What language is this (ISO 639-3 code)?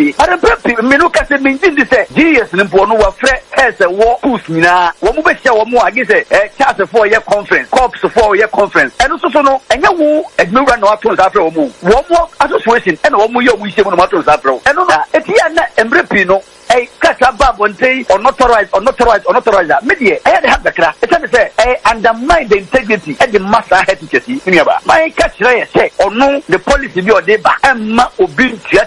aka